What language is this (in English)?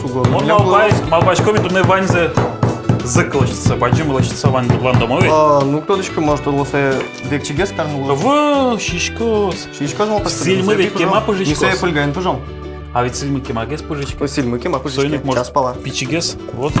Udmurt